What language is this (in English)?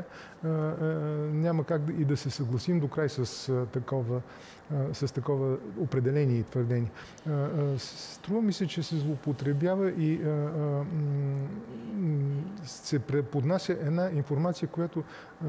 Bulgarian